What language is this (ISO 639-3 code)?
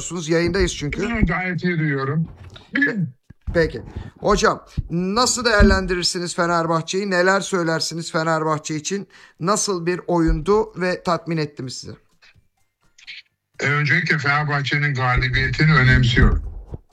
tur